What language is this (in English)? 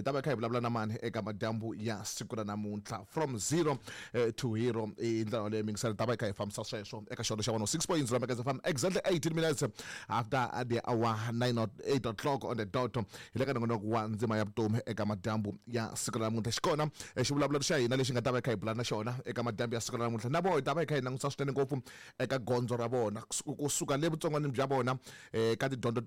Tsonga